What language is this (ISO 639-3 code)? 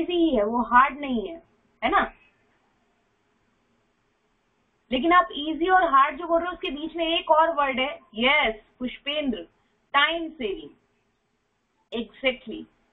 hin